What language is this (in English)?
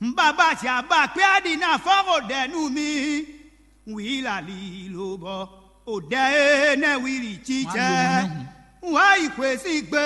Fon